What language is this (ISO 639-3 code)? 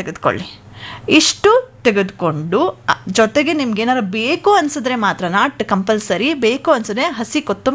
kan